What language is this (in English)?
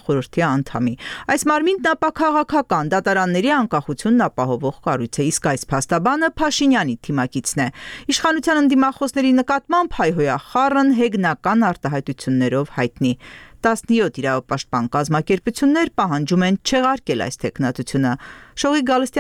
Armenian